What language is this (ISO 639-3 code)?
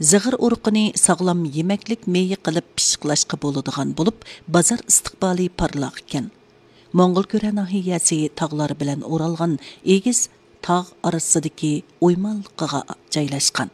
uig